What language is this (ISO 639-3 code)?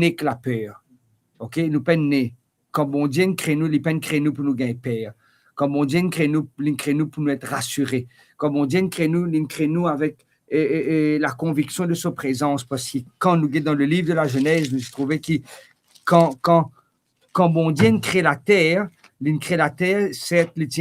mfe